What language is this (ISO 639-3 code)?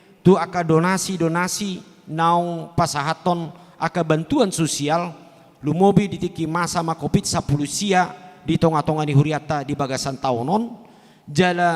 bbc